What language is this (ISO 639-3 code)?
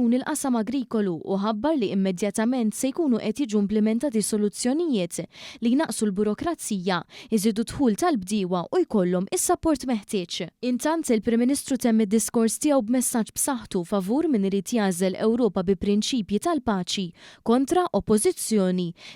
mlt